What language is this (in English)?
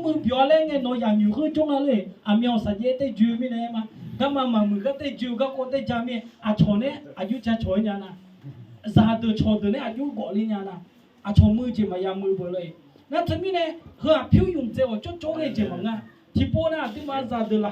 Akha